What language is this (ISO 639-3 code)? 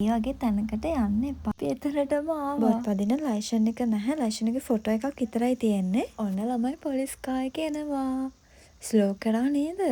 sin